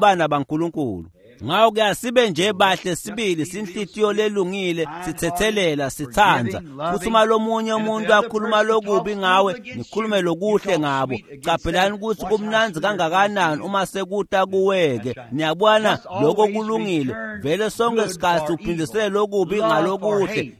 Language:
Swati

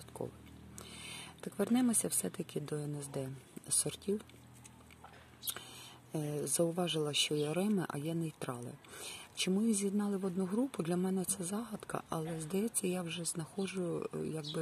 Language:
Ukrainian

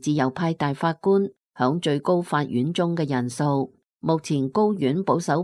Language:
Cantonese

